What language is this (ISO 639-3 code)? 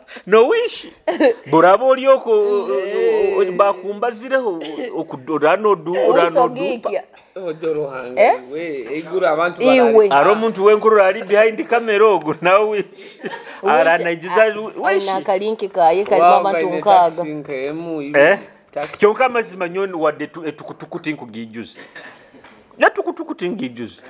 nyo